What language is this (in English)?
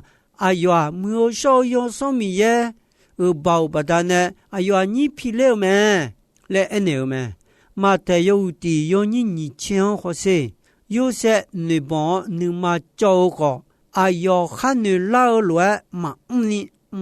Akha